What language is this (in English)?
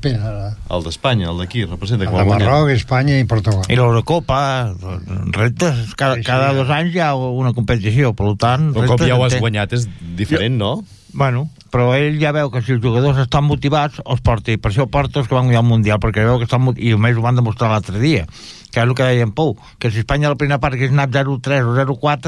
Catalan